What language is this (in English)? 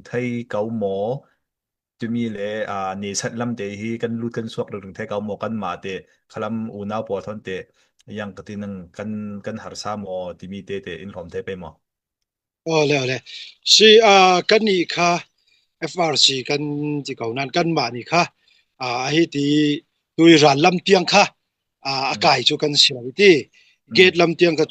Falam Chin